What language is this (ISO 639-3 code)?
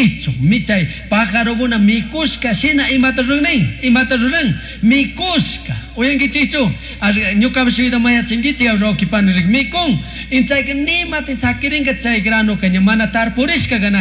qug